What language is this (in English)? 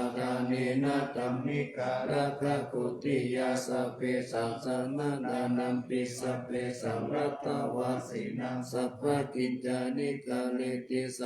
Pali